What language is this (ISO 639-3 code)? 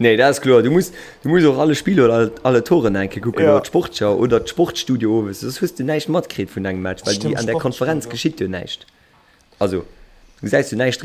ltz